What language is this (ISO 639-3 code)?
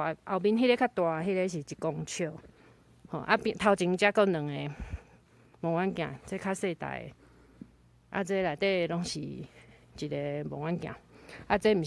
nan